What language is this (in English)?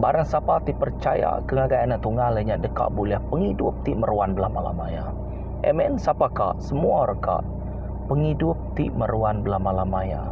Iban